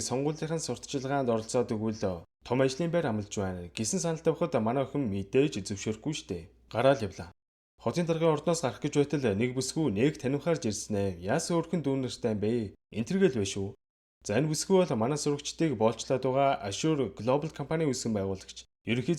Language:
Mongolian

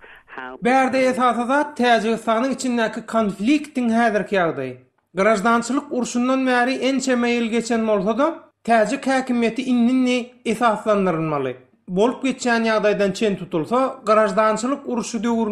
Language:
Turkmen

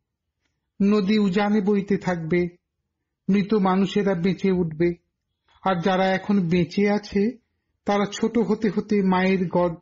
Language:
Bangla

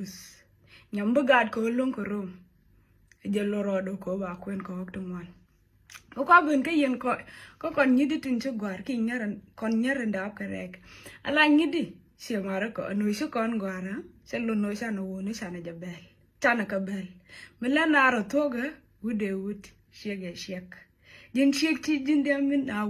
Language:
Nuer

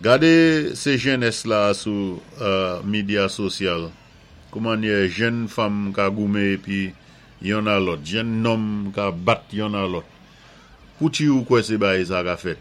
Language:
Saint Lucian Creole French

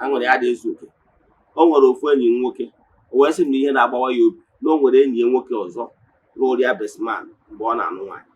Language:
Igbo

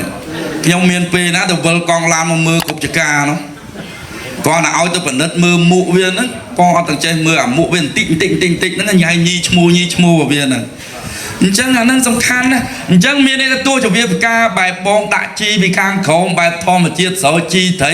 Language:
Khmer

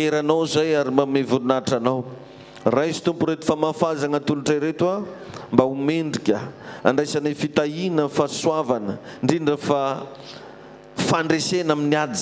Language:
Malagasy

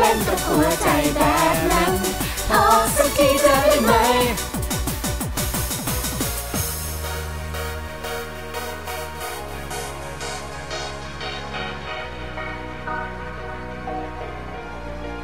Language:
Thai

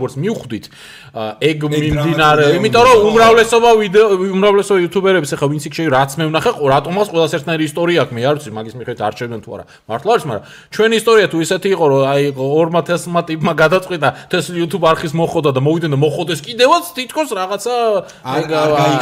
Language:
Georgian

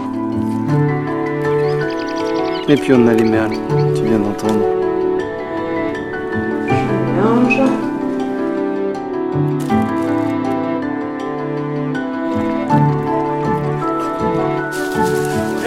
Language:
French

